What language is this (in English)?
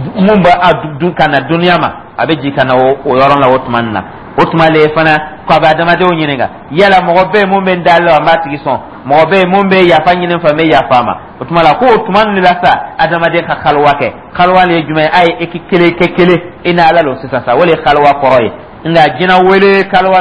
Dyula